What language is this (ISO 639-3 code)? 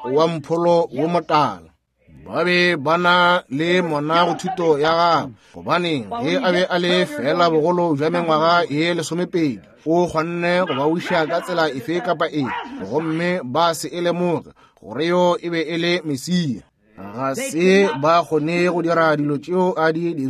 nso